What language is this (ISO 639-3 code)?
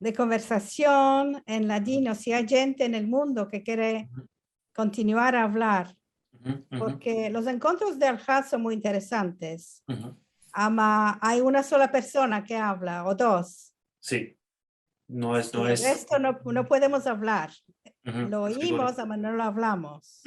lad